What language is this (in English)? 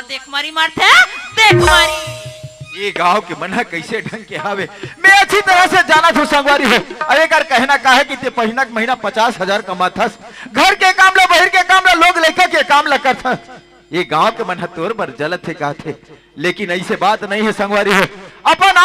Chhattisgarhi